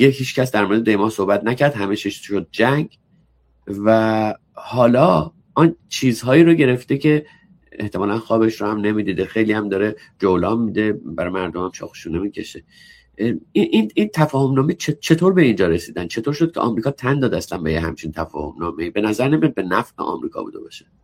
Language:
Persian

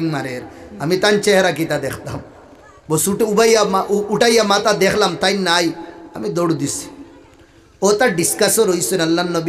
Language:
Sylheti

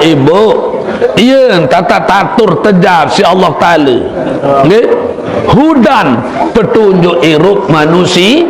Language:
Sasak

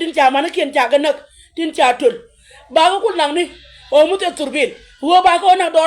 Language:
Nuer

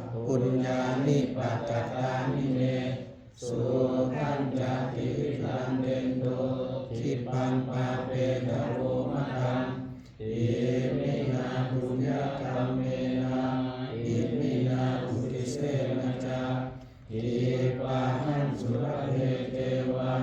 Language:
Pali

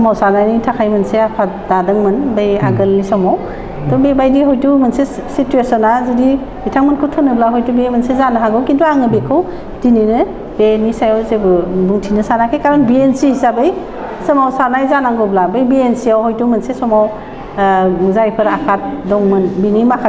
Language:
Bodo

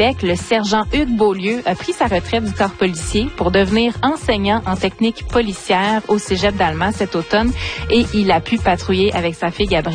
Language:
French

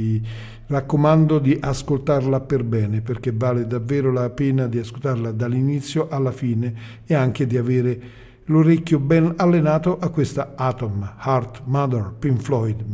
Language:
Italian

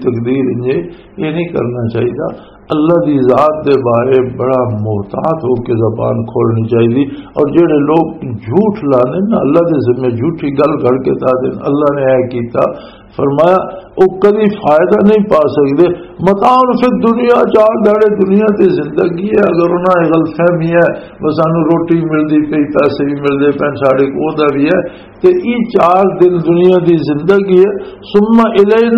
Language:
Western Panjabi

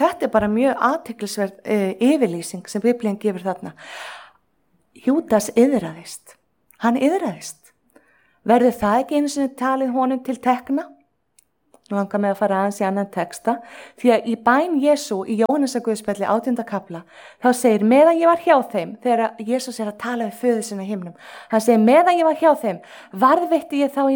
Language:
Icelandic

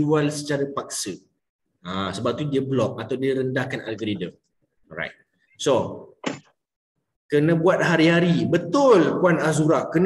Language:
Malay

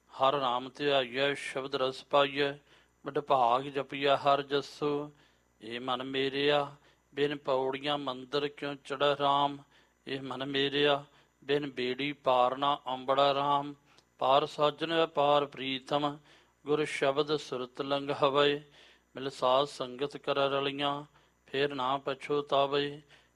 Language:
Punjabi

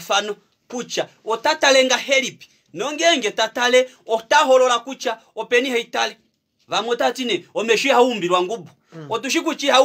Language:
Kuanyama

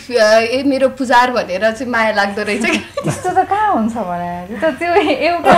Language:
Nepali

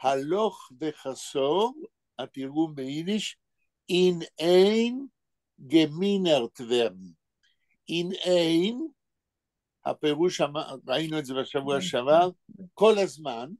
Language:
Yiddish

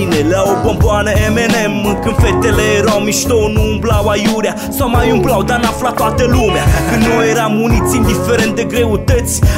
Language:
Romanian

